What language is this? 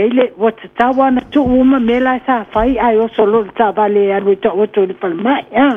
Samoan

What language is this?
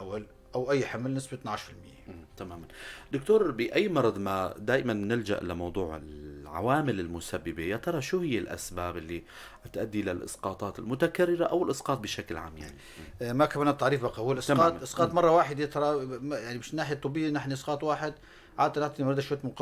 North Levantine Arabic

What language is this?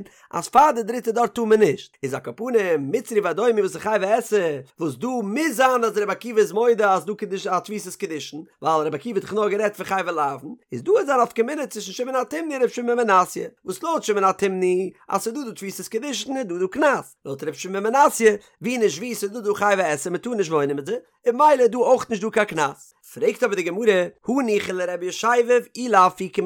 Yiddish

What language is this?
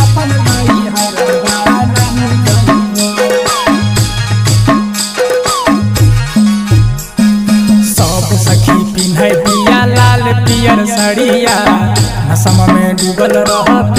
Bhojpuri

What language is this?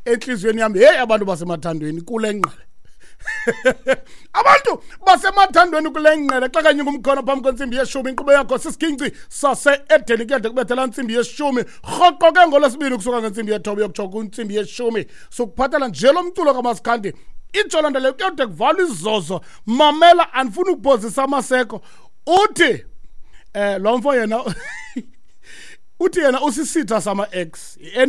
Xhosa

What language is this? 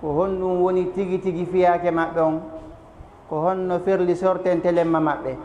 Fula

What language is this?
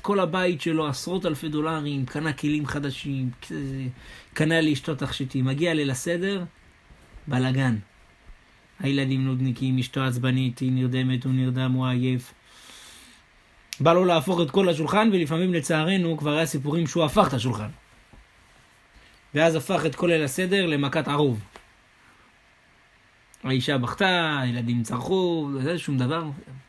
Hebrew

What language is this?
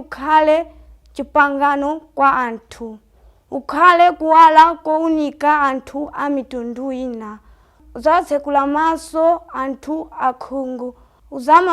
Nyanja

